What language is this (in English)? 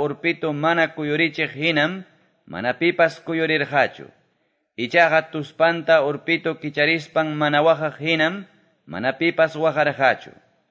Quechua